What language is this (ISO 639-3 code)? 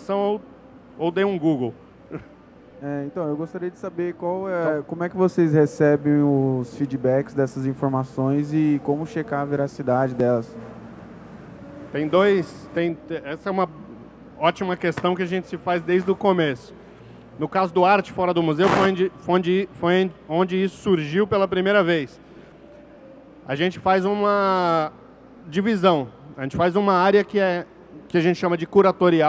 por